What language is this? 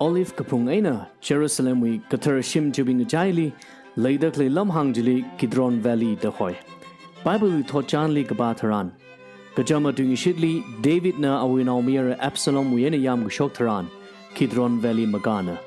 Tangkhul Naga (India)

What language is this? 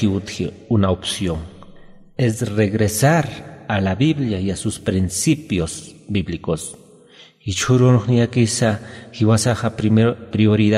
Aymara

